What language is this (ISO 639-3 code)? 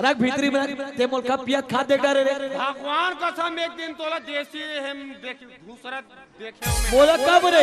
hne